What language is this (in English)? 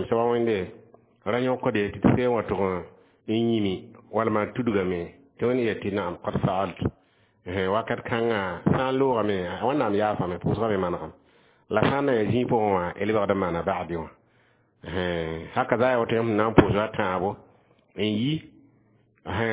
Mossi